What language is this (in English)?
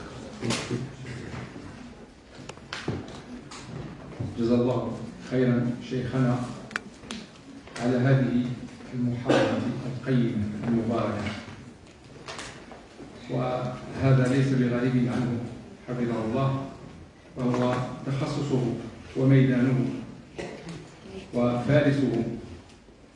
Arabic